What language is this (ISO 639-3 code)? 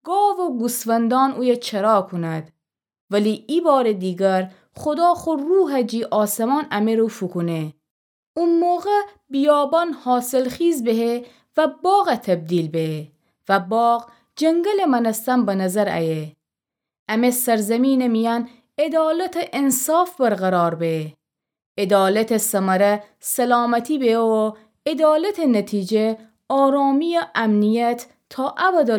glk